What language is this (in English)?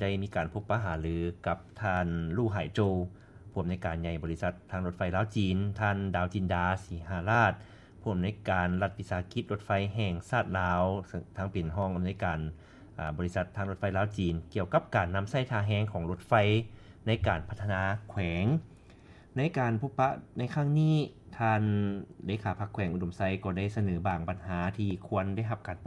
Lao